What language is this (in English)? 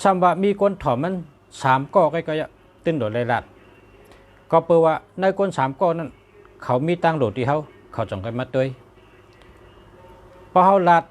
Shan